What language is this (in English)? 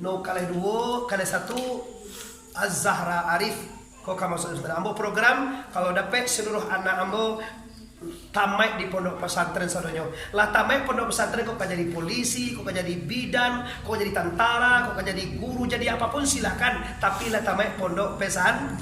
Minangkabau